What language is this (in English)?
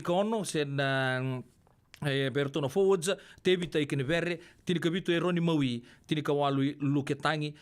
Fijian